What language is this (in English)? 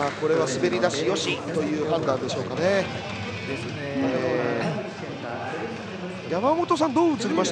Japanese